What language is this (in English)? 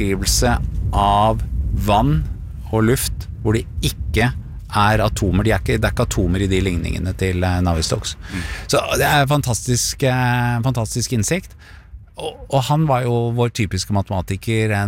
Norwegian